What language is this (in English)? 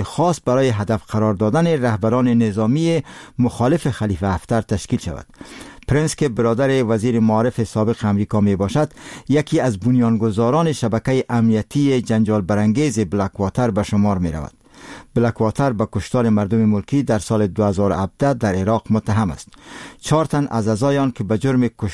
Persian